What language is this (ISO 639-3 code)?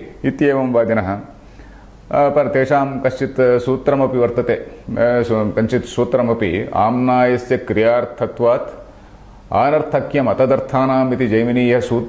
san